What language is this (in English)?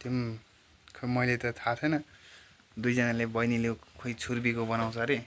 Nepali